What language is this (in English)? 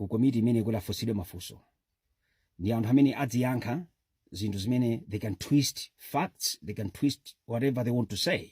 Nyanja